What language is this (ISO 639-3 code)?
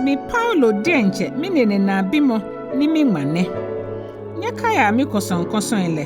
gaa